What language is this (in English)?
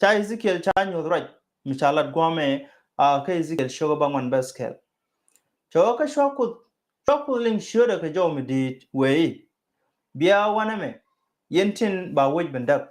Nuer